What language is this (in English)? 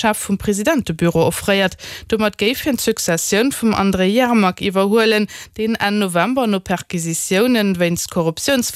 Luxembourgish